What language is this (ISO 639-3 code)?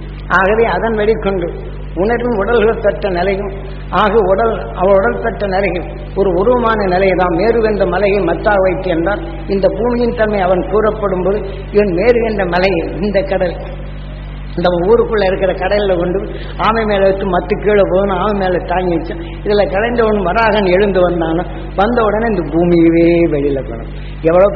tam